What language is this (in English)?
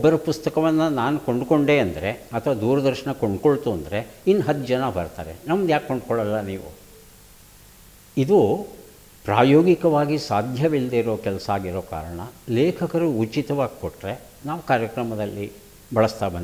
Kannada